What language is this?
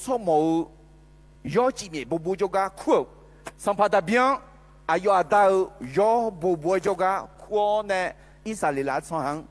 Akha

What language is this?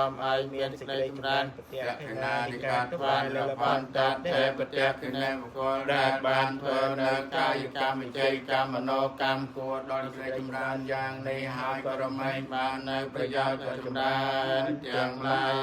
Khmer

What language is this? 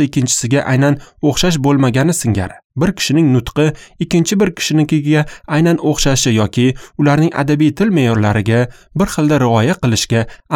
Uzbek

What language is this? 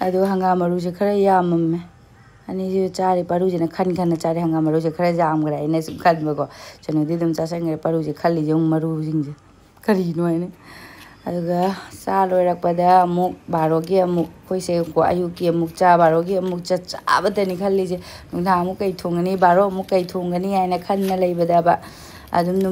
Manipuri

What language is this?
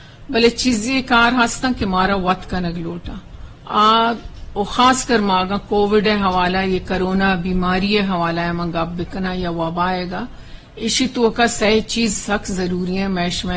Eastern Balochi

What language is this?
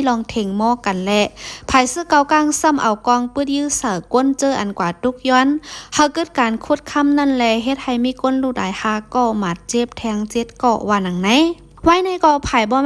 Shan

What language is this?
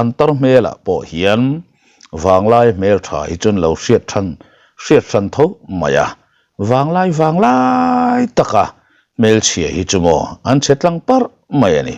Mizo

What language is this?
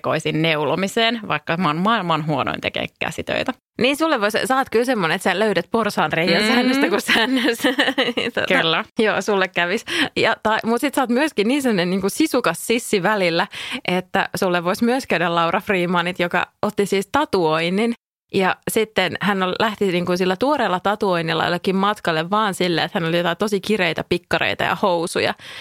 Finnish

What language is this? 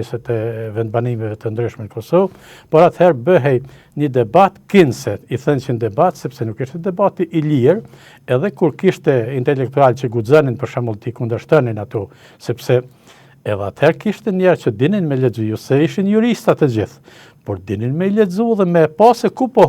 Albanian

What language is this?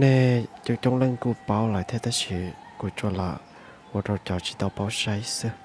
Hmong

